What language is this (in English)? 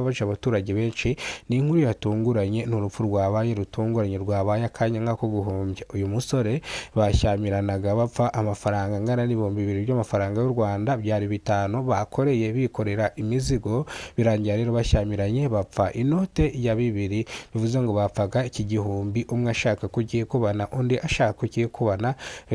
Kinyarwanda